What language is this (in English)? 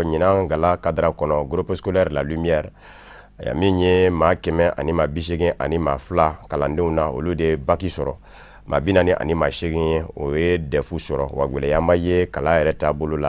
Bambara